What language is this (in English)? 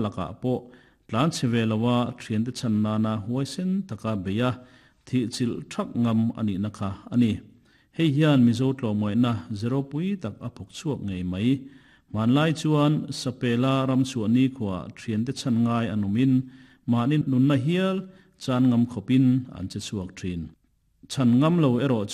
Mizo